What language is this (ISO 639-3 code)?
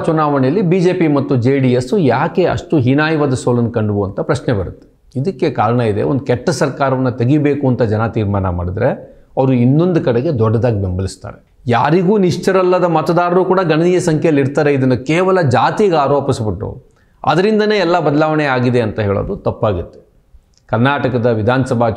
kan